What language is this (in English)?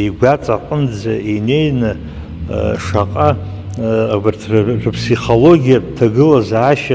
Abkhazian